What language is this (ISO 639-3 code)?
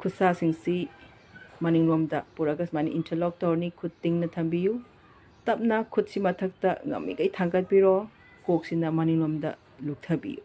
mni